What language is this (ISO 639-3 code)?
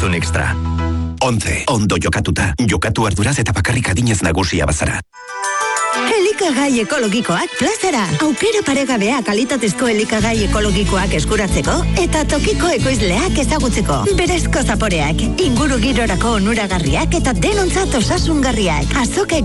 eus